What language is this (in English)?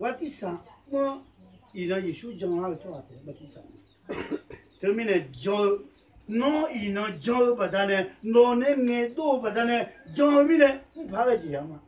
Akha